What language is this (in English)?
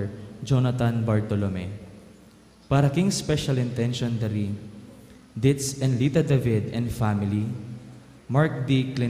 Pampanga